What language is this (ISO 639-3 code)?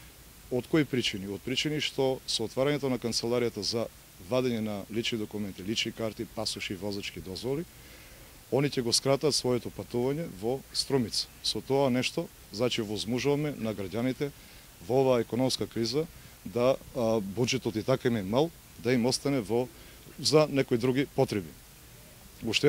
mkd